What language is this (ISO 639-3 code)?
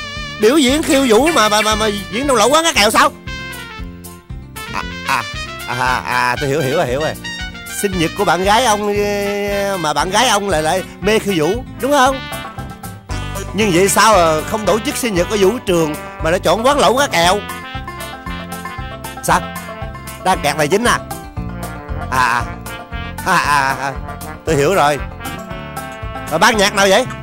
vie